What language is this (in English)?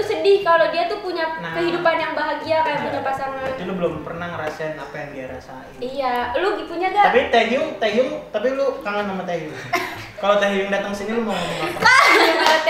Indonesian